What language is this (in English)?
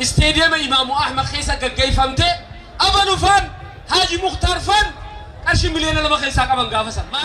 Oromo